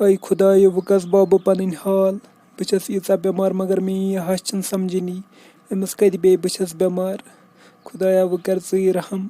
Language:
Kashmiri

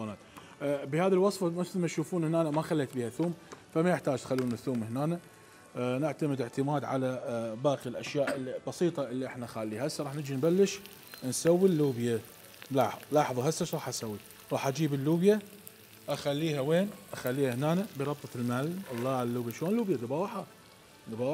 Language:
Mesopotamian Arabic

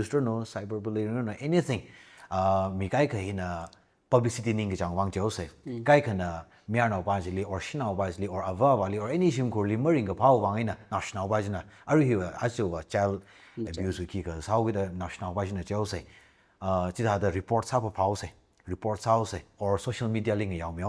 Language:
Tangkhul Naga (India)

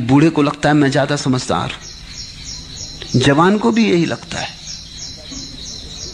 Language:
Hindi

